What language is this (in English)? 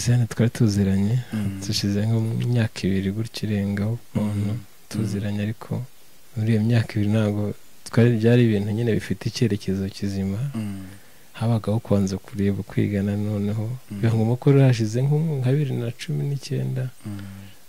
Kinyarwanda